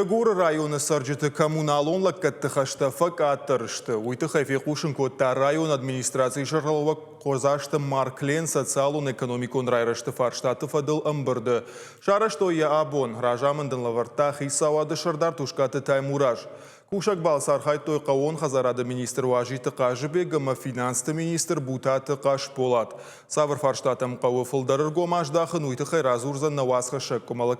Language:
Ossetic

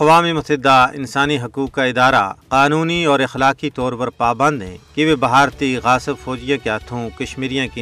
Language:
Gujari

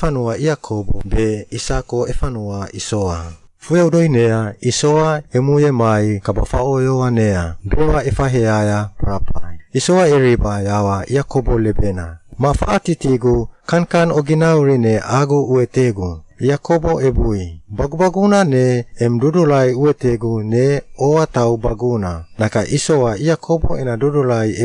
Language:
Suau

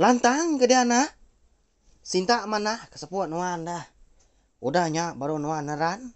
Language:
Iban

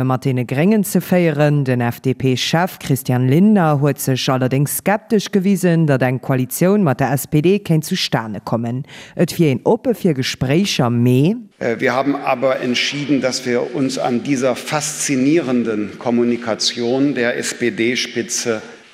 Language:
Luxembourgish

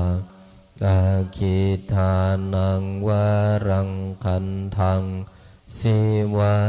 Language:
Pali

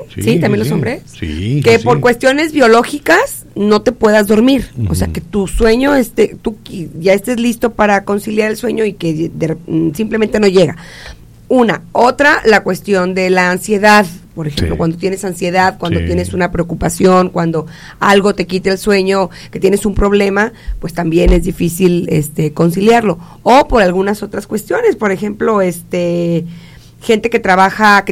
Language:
Spanish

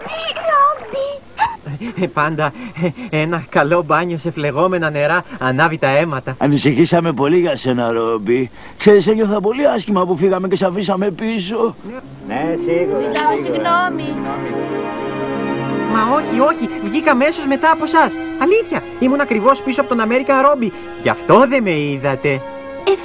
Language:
Greek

